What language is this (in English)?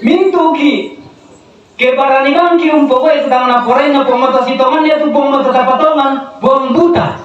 Toraja-Sa'dan